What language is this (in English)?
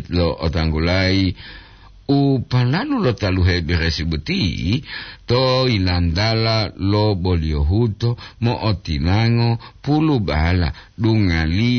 Gorontalo